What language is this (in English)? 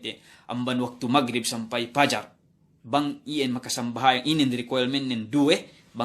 Yakan